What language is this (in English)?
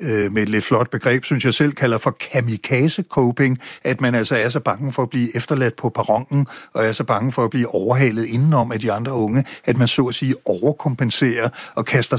Danish